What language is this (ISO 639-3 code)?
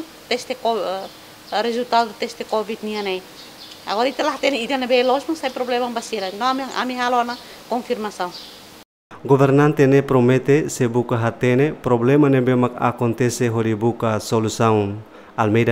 tet